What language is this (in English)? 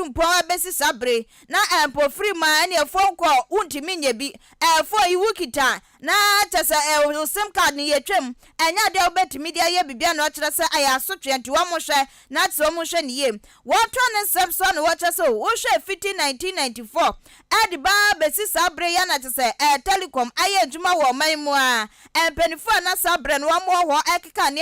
Akan